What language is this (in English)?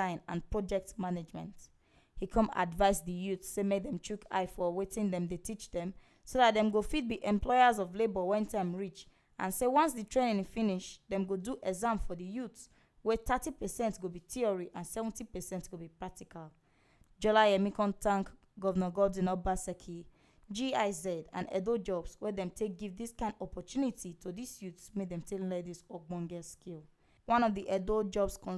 Nigerian Pidgin